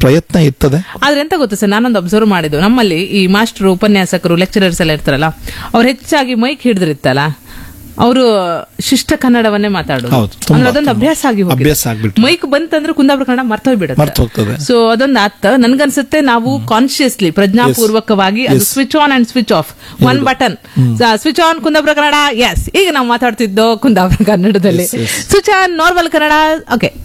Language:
Kannada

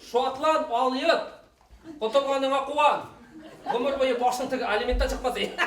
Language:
Bashkir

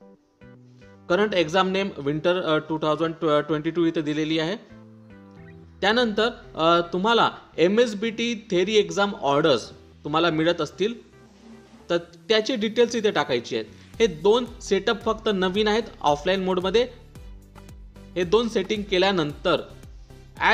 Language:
Marathi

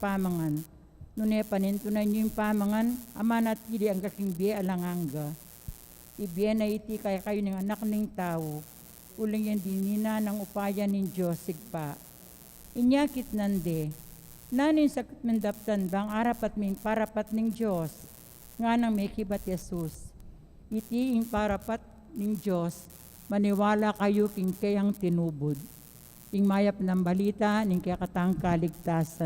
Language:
Pampanga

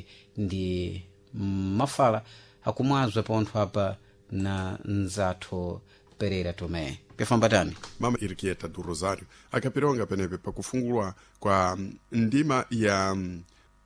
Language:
Sena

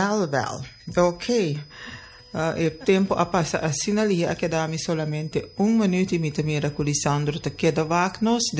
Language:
Papiamento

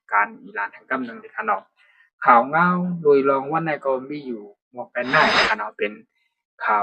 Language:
Shan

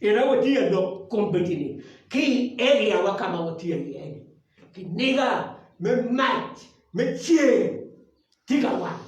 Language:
Acoli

